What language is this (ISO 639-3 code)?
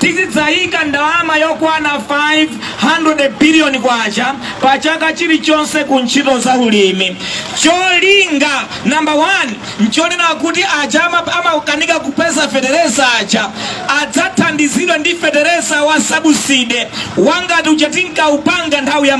nya